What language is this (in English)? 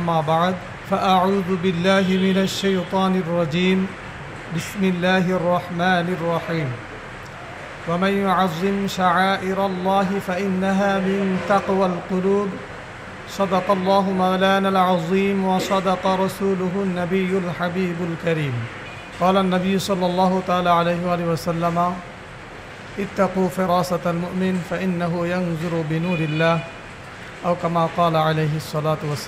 Bangla